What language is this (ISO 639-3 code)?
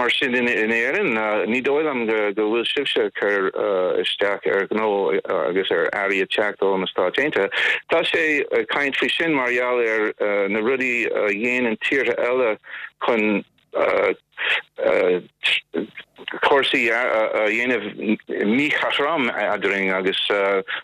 gle